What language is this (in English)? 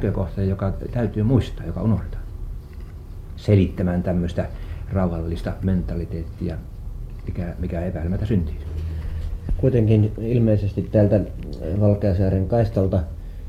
Finnish